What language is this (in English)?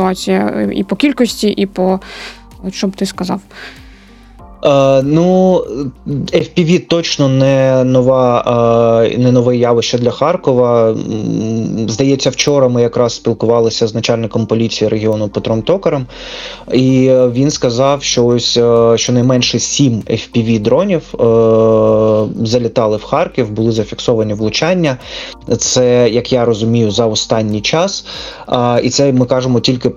Ukrainian